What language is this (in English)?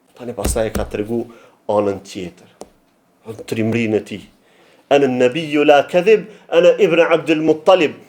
Albanian